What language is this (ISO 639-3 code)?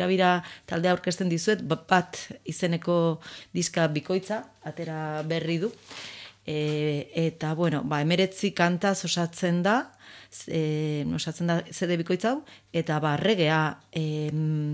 eus